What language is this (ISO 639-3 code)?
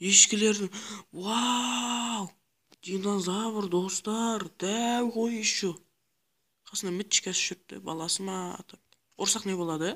kaa